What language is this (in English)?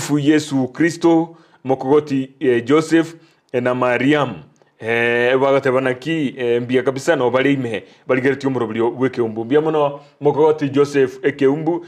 Gusii